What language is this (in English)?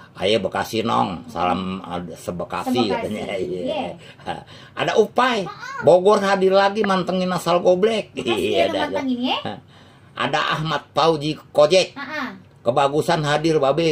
Betawi